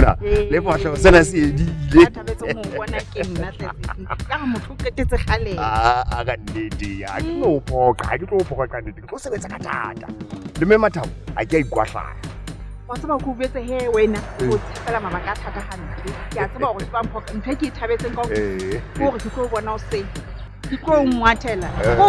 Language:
Southern Sotho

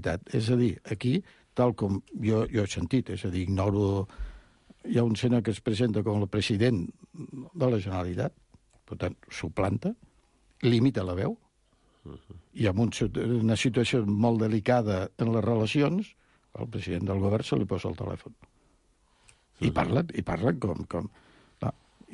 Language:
Catalan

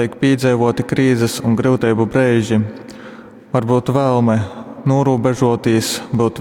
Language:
Latgalian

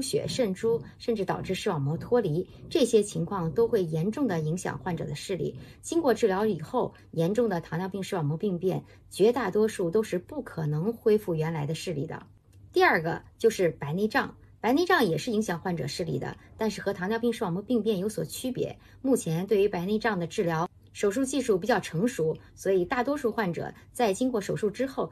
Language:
Chinese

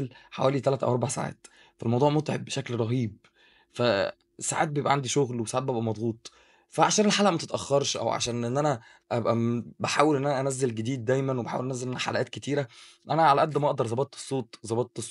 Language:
Egyptian Arabic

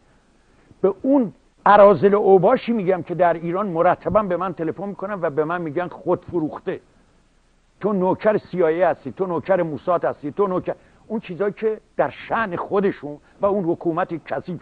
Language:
Persian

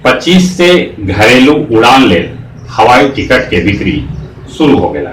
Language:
Magahi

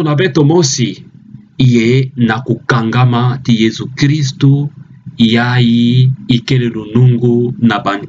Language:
Kituba (Democratic Republic of Congo)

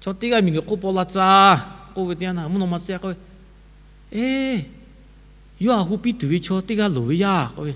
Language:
Lahu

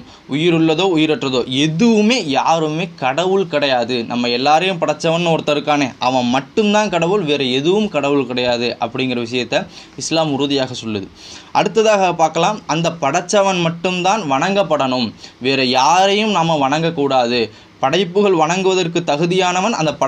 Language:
Tamil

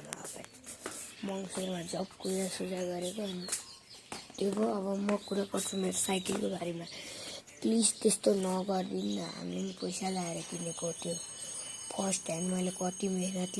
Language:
Nepali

